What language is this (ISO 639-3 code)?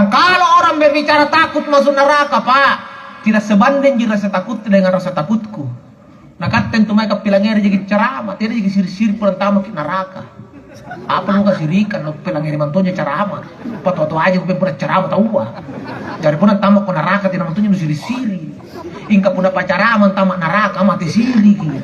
mak